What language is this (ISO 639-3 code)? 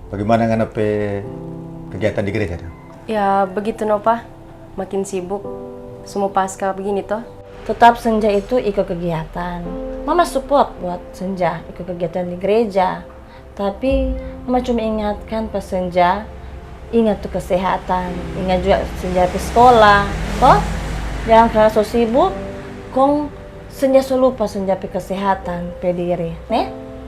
xmm